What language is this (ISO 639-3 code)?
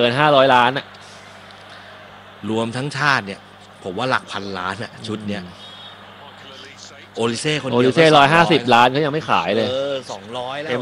tha